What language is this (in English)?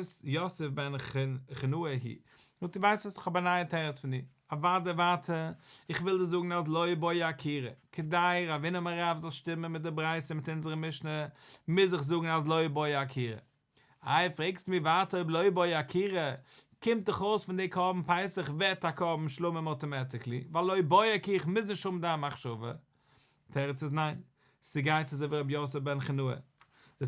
Yiddish